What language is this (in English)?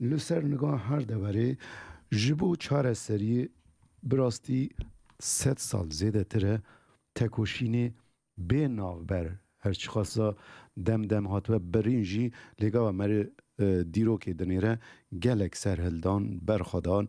Kurdish